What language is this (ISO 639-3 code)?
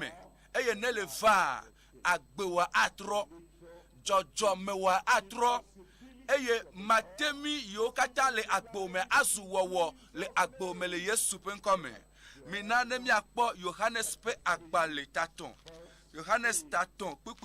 ewe